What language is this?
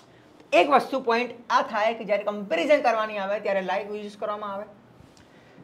Gujarati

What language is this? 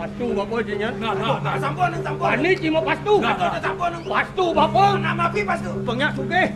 Balinese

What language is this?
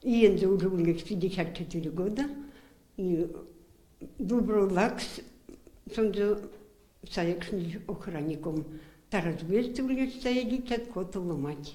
Erzya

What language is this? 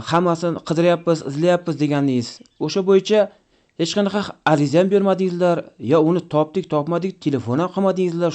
Uzbek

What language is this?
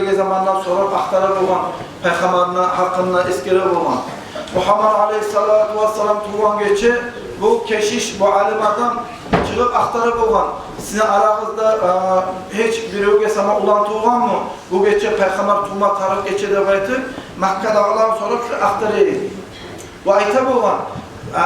Kumyk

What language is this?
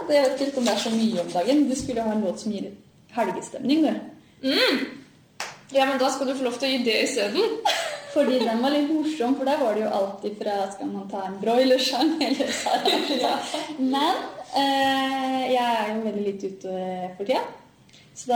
Norwegian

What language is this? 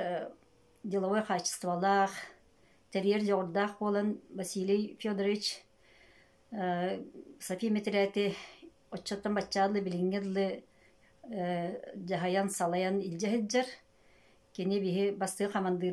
Yakut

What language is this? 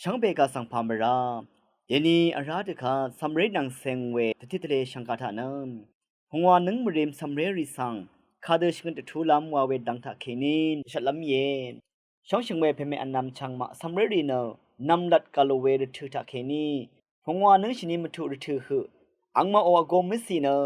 Rawang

